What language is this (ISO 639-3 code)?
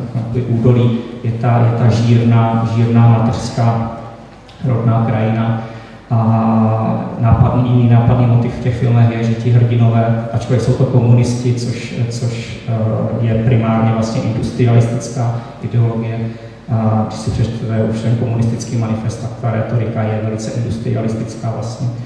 ces